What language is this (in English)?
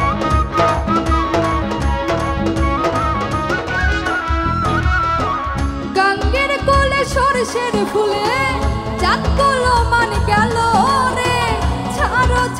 Bangla